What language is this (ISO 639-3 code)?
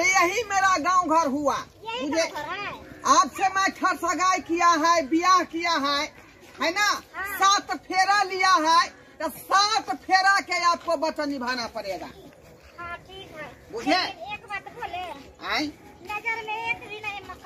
mai